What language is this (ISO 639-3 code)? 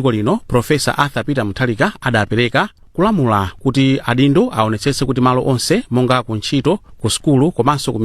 nya